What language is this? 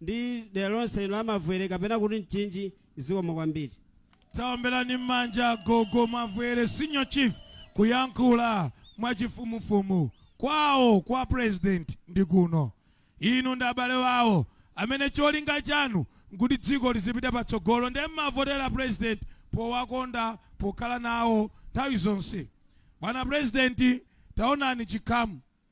Nyanja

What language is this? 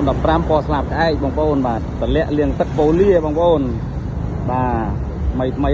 Khmer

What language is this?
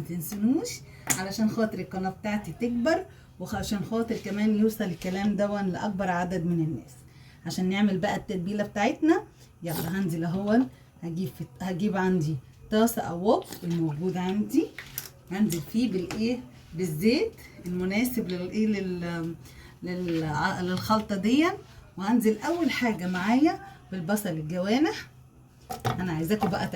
Egyptian Arabic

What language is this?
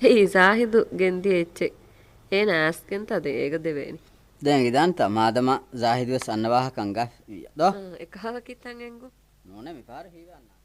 Divehi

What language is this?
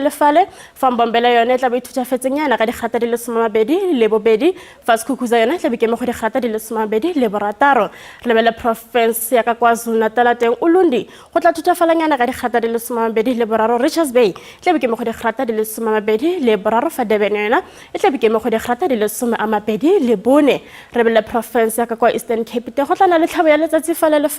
Tswana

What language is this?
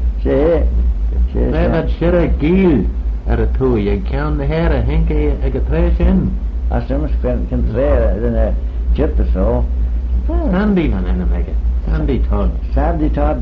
Manx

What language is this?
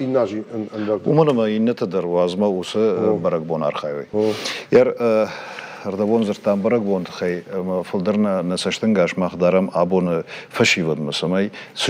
Ossetic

